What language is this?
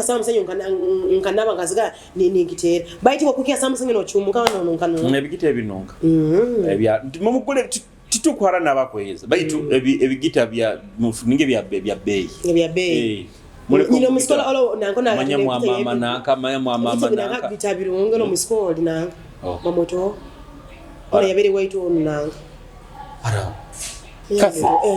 Nyoro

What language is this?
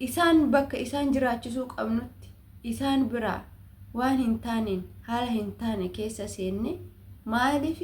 Oromo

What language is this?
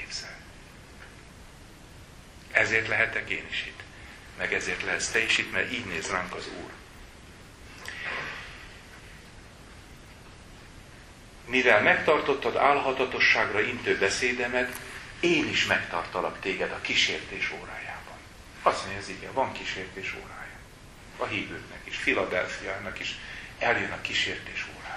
Hungarian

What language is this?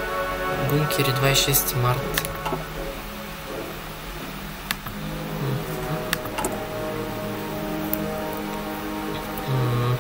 Bulgarian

